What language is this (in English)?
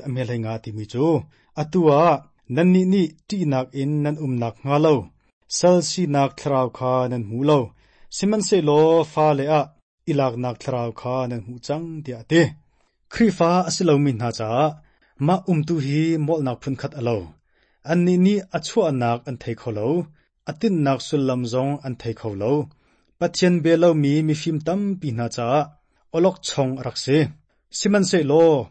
Hakha Chin